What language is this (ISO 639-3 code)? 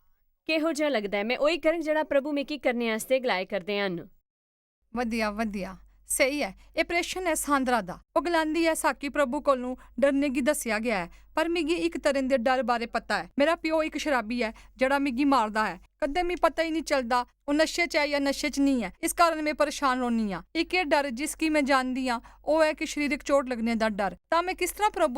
doi